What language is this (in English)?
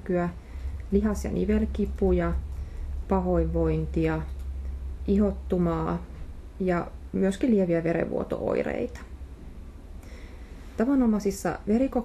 Finnish